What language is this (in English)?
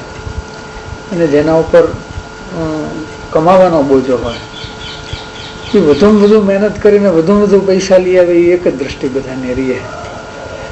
Gujarati